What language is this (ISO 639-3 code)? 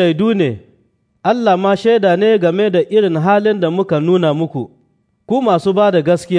hau